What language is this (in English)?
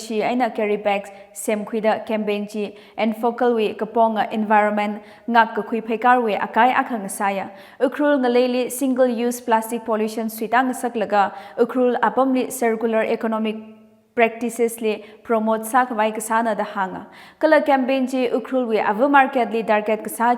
Tangkhul Naga (India)